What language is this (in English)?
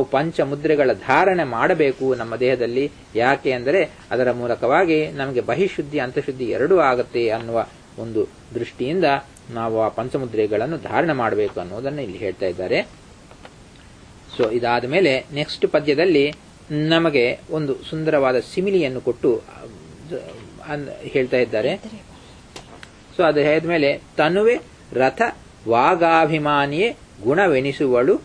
Kannada